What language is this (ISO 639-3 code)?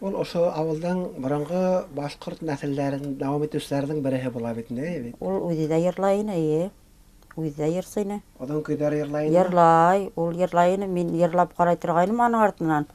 bak